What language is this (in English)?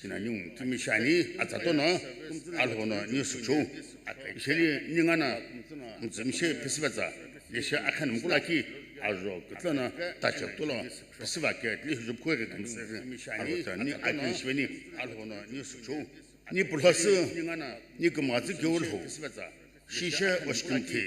Sumi Naga